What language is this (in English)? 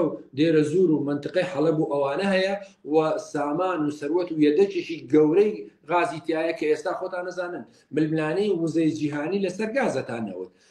Central Kurdish